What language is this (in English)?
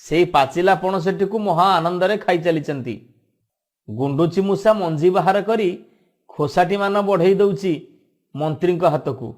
Odia